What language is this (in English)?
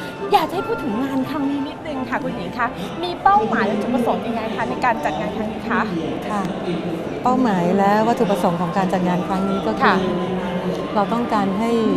Thai